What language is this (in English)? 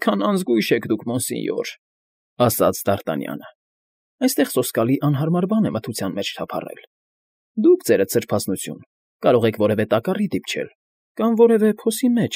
Armenian